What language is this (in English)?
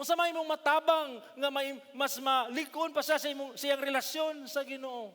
Cebuano